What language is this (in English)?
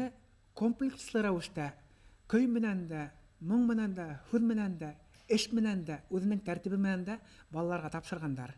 Bashkir